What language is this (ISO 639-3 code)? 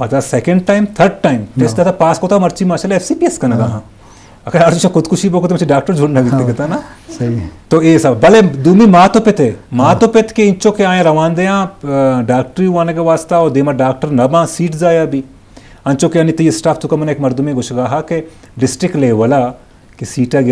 bgp